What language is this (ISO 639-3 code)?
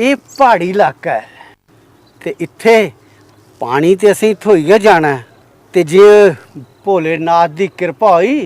doi